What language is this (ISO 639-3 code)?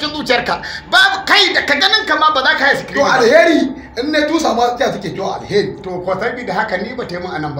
hau